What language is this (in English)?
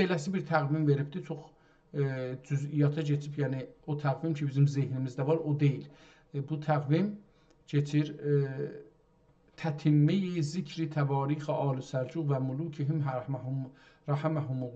South Azerbaijani